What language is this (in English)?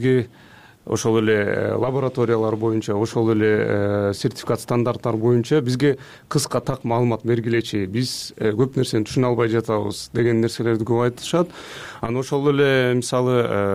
Kyrgyz